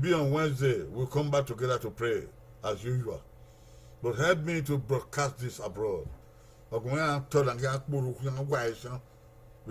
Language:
Bini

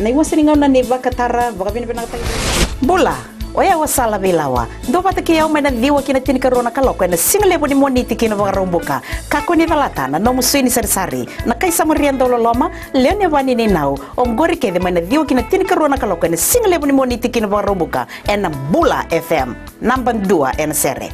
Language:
Fijian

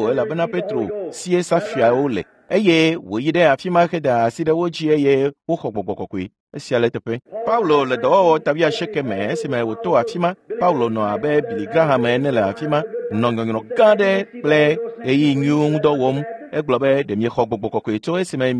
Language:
Ewe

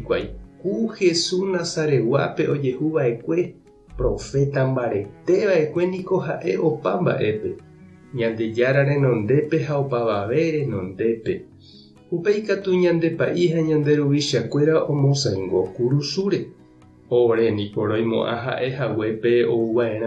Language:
Guarani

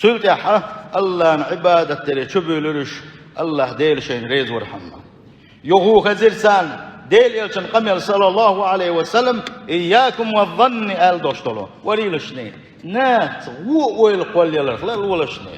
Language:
Chechen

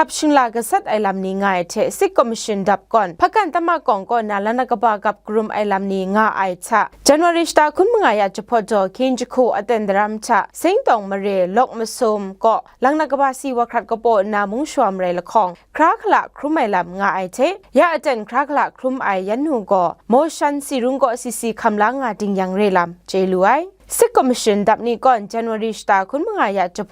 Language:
Kachin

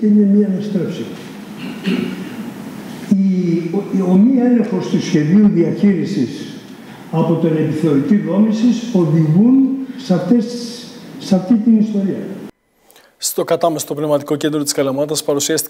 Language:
Greek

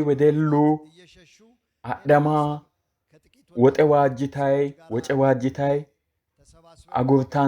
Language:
Sidamo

